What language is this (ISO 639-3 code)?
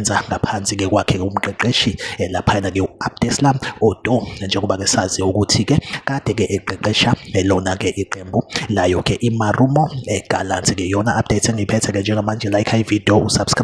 zul